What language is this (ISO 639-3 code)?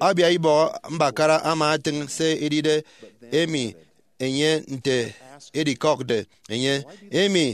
efi